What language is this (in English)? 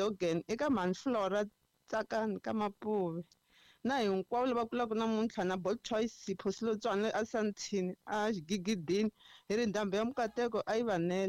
Tsonga